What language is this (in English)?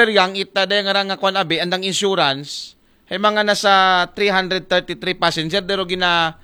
Aklanon